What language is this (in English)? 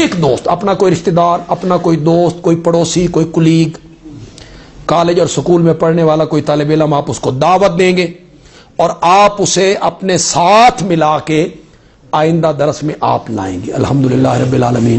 Urdu